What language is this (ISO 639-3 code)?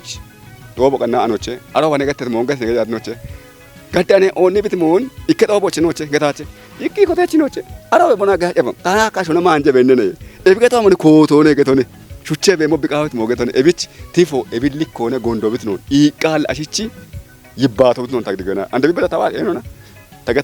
kbr